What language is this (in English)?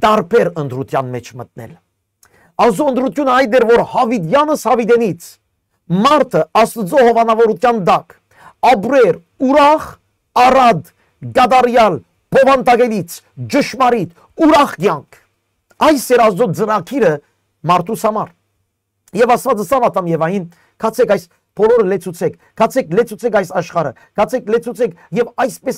Western Armenian